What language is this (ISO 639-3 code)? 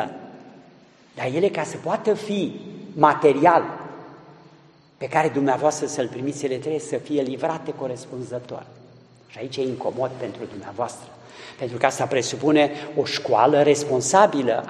ron